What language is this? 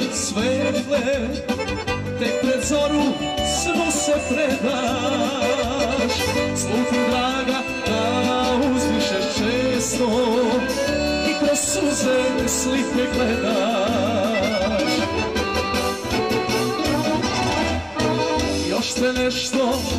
Serbian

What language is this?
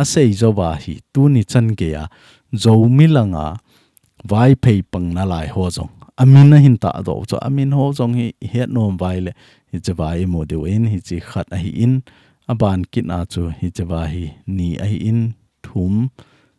Thado Chin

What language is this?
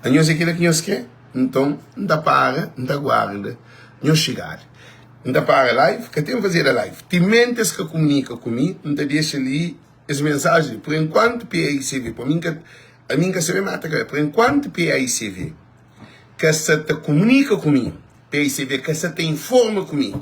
Kabuverdianu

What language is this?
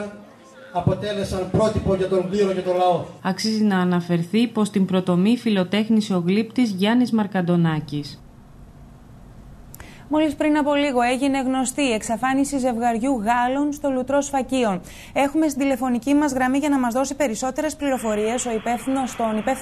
Greek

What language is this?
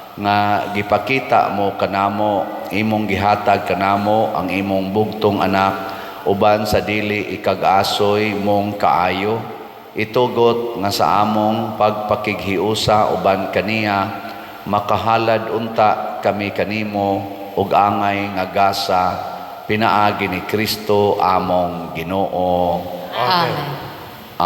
Cebuano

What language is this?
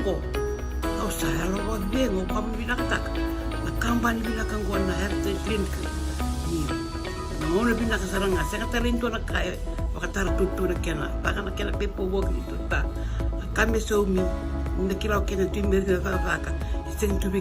Fijian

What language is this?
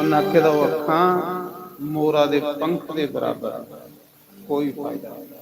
Dogri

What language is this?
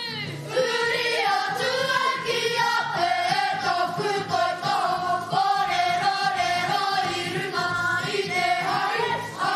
Māori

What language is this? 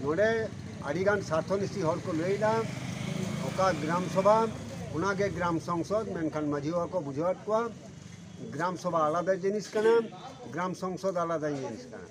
Santali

